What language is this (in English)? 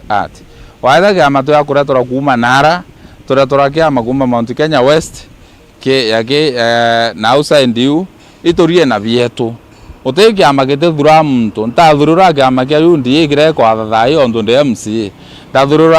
Meru